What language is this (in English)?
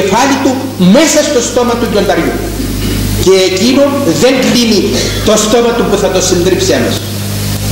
Greek